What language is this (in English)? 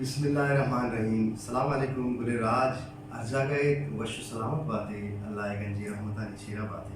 Baluchi